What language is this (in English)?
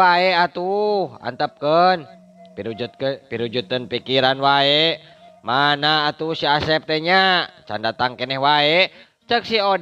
Sundanese